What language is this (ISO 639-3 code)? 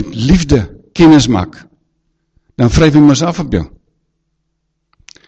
afr